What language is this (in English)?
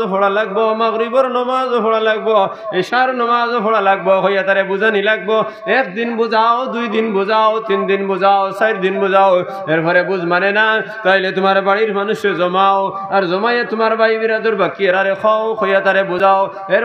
Sylheti